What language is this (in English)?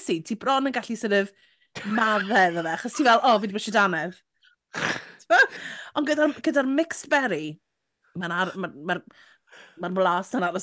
Welsh